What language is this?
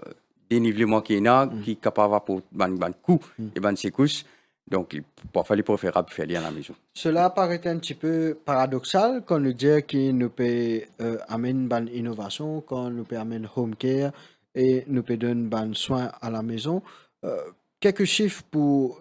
Morisyen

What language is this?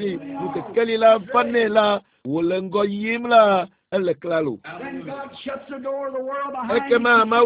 Ewe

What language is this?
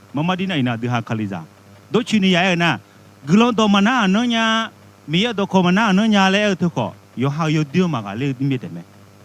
Akha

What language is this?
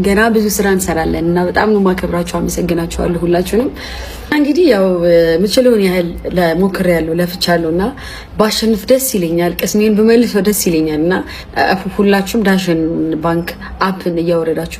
Amharic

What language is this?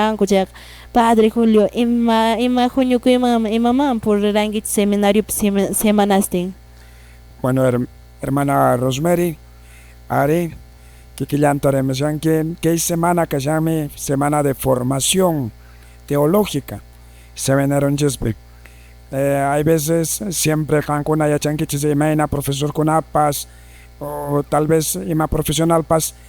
Quechua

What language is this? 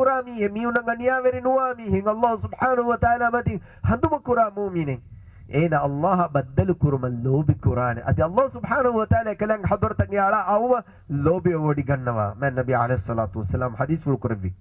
Divehi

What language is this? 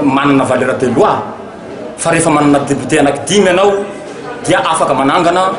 Malagasy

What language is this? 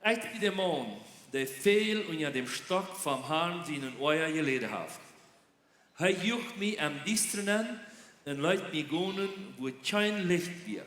Plautdietsch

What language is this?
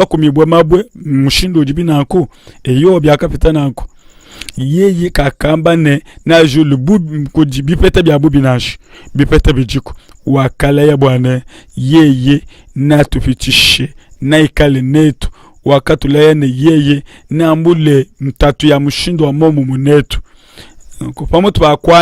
Luba-Lulua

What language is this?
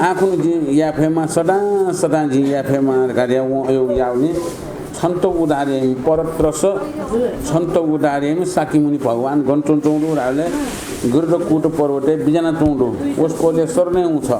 Newari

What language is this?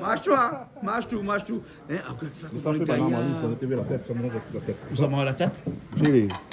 Réunion Creole French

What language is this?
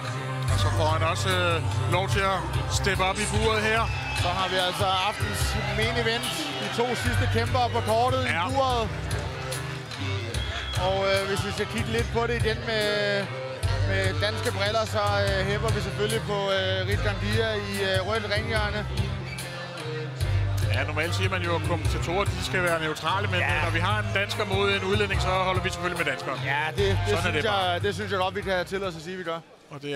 Danish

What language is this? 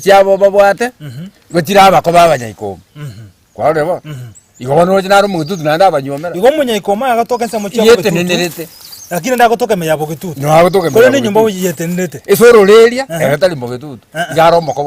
Gusii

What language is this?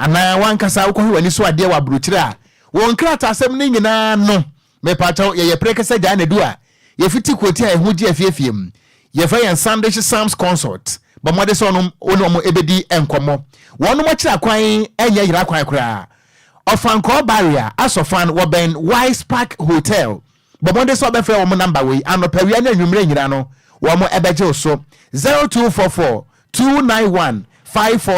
Akan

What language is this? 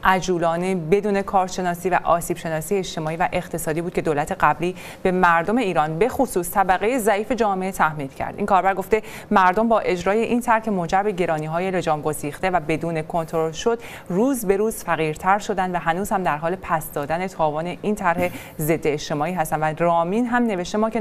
Persian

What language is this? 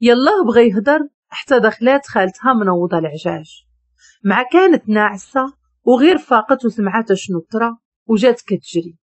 Moroccan Arabic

